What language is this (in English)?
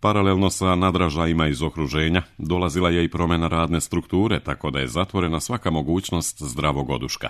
Serbian